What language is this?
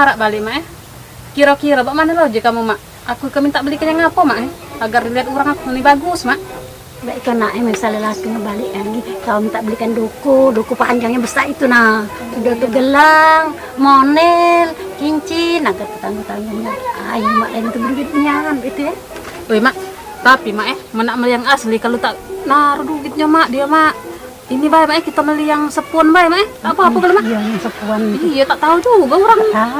Musi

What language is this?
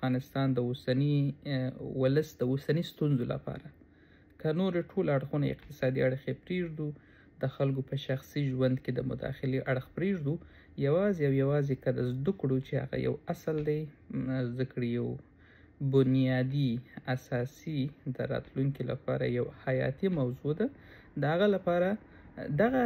Pashto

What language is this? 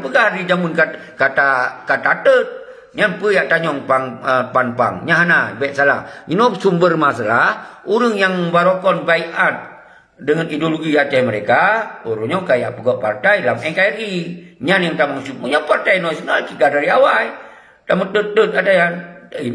Achinese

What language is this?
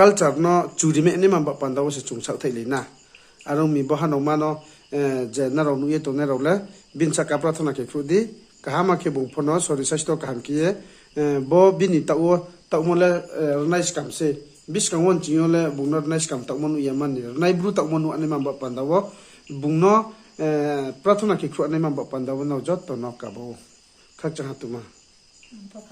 Riang (India)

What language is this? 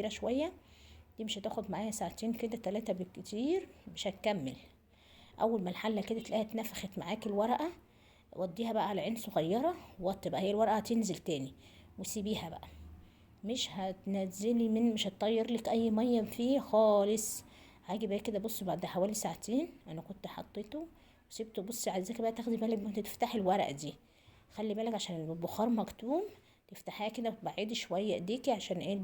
Egyptian Arabic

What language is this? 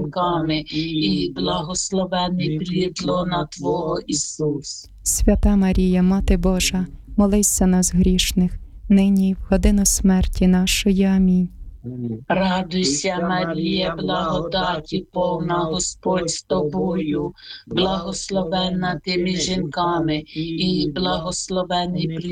Ukrainian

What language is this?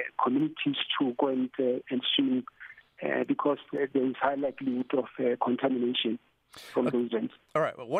English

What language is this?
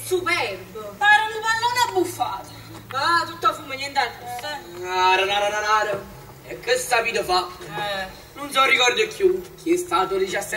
Neapolitan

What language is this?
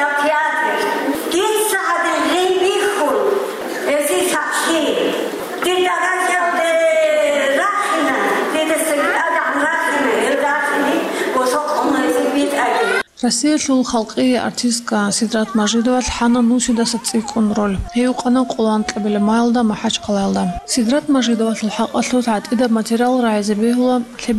Avaric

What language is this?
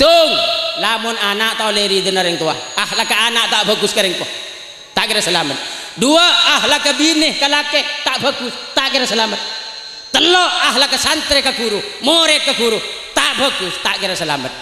Madurese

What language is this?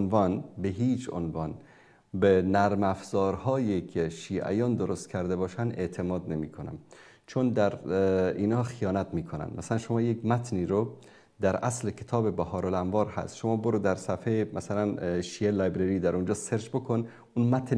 Persian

